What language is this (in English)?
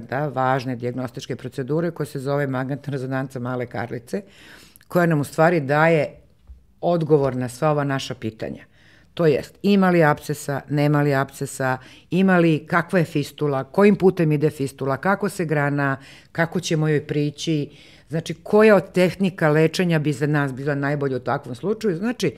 Serbian